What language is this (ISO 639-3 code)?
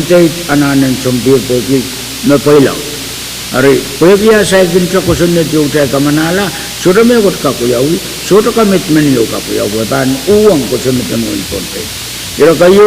pon